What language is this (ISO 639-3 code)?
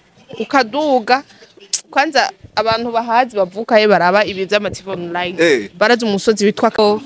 run